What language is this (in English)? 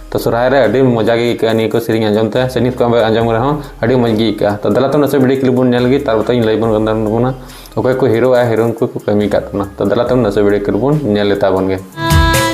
Santali